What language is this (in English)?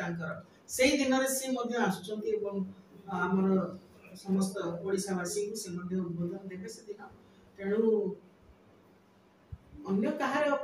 Odia